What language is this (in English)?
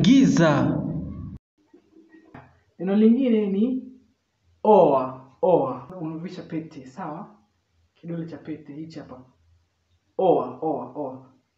Swahili